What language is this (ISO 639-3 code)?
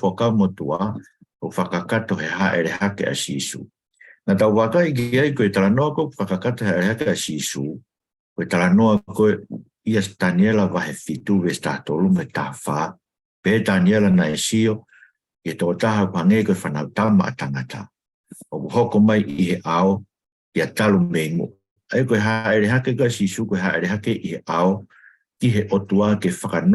ton